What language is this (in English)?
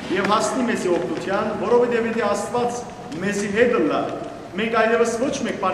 Western Armenian